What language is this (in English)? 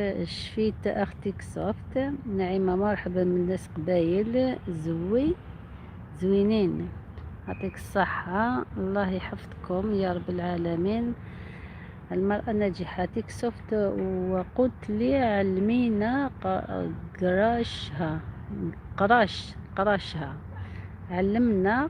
Algerian Arabic